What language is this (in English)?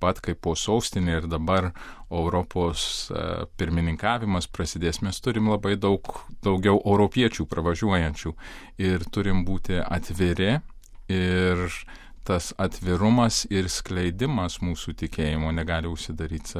Lithuanian